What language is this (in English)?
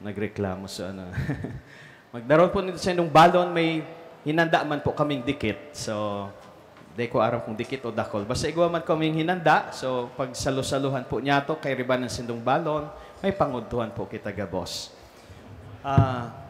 Bikol